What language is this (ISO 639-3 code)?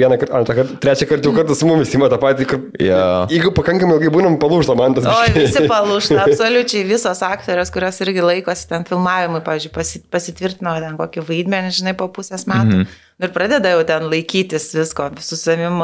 lit